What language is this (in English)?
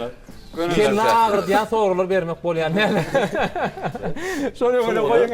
Turkmen